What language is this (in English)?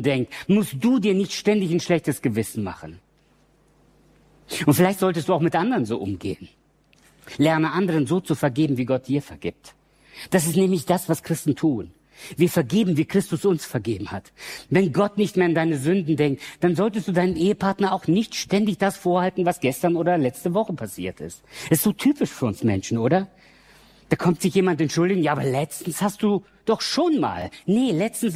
German